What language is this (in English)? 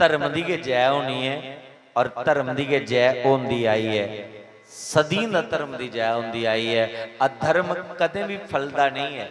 Dogri